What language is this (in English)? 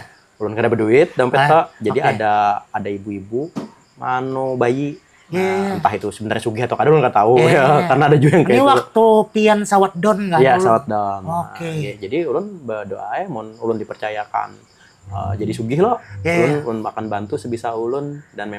Banjar